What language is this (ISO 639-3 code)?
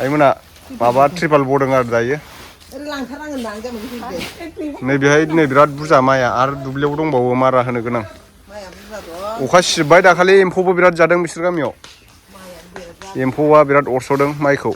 brx